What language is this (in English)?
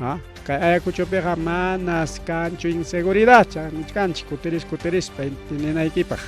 Ayacucho Quechua